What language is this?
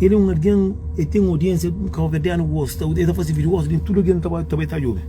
Kabuverdianu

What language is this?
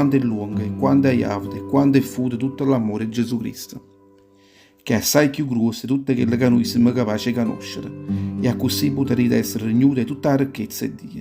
Neapolitan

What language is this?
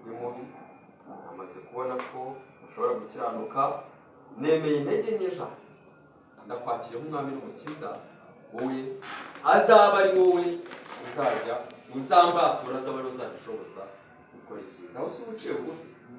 Kinyarwanda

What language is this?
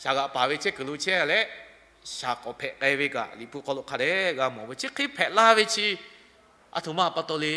Lahu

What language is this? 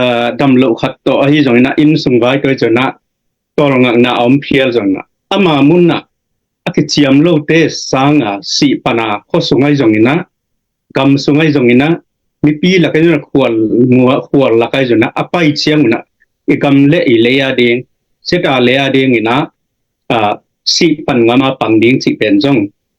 Tedim Chin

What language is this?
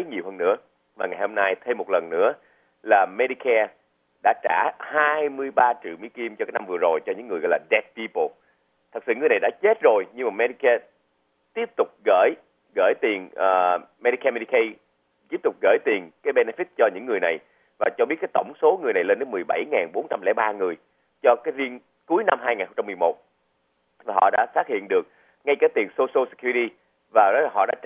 Vietnamese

